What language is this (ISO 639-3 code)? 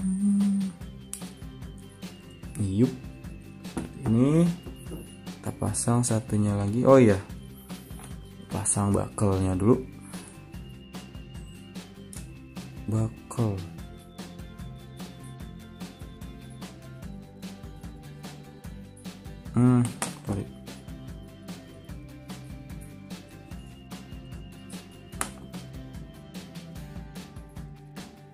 ind